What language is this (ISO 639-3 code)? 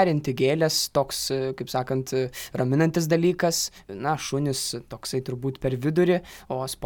lit